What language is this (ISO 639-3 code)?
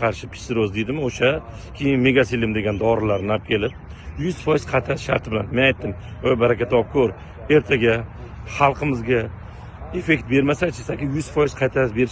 uzb